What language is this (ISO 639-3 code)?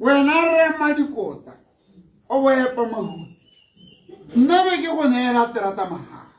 tsn